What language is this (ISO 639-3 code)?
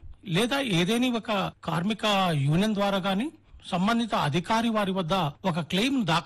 tel